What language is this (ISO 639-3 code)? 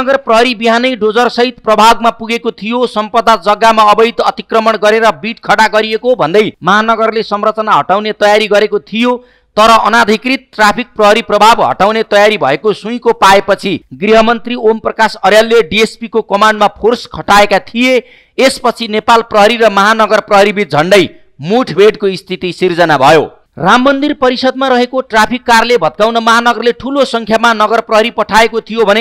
nep